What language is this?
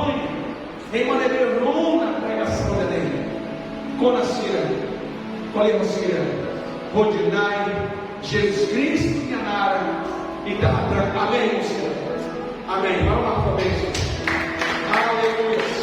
Tetum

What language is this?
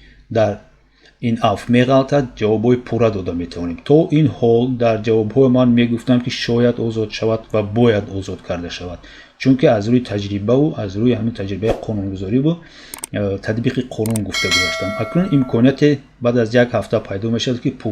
Tajik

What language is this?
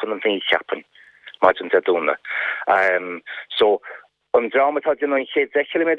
Irish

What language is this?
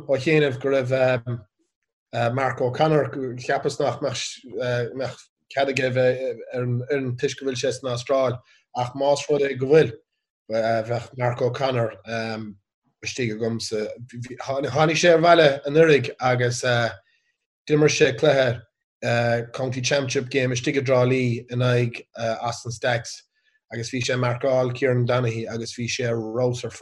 Irish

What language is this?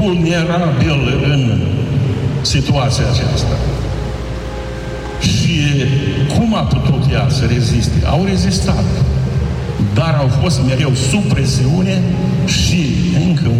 Romanian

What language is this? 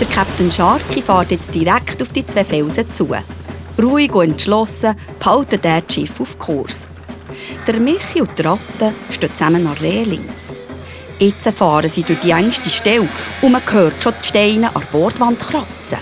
Swiss German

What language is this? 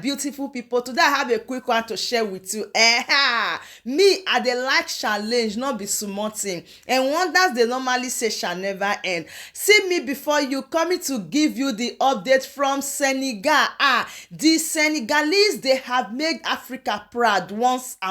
Nigerian Pidgin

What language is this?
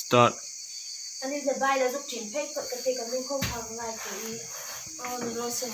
Hmar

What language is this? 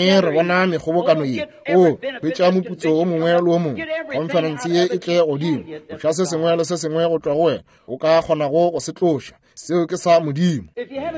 Northern Sotho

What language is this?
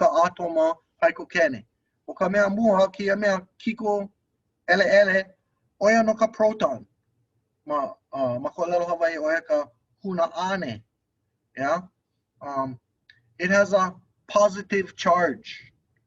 Hawaiian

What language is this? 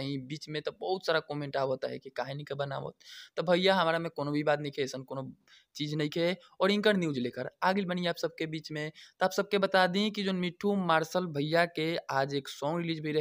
Bhojpuri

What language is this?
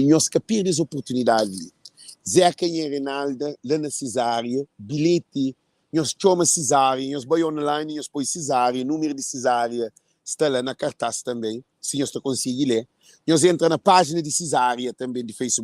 Kabuverdianu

